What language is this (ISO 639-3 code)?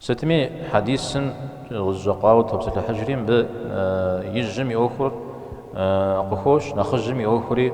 kbd